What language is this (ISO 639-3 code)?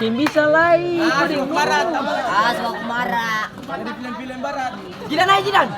abs